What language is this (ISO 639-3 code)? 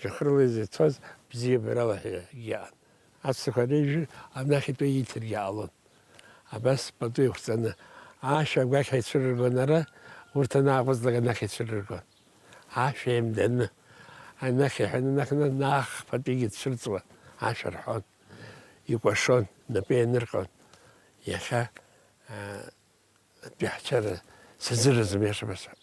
abk